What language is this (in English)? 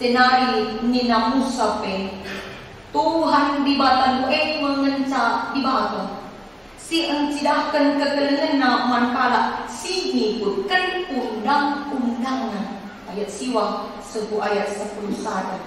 Batak Karo